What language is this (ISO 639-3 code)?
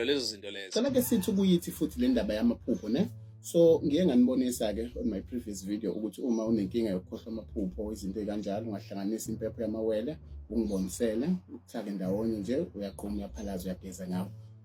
zul